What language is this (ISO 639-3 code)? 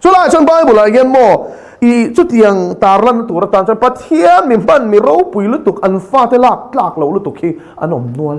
lus